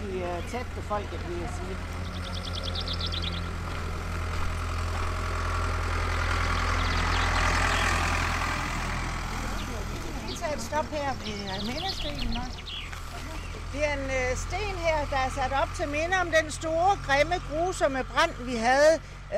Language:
Danish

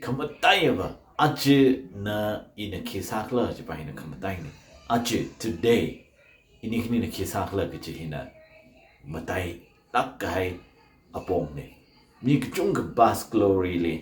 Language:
Tangkhul Naga (India)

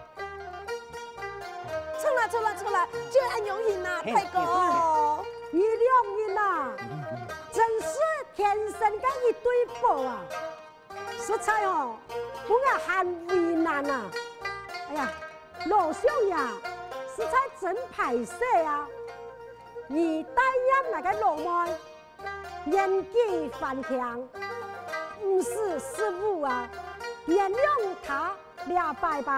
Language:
Hakka Chinese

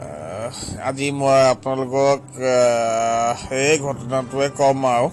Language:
Assamese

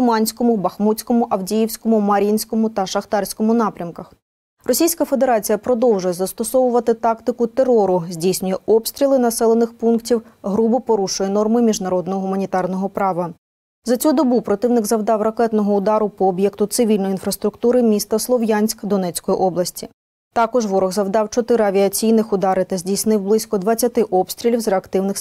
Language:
Ukrainian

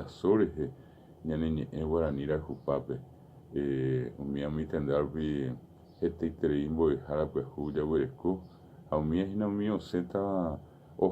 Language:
Guarani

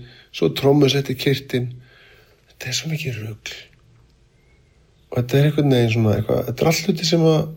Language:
Icelandic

